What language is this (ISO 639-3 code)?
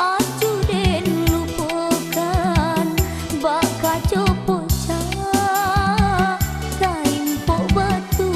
min